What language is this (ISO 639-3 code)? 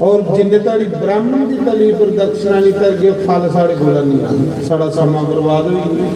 doi